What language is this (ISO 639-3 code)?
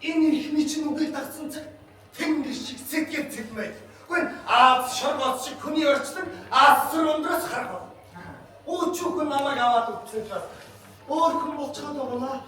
mon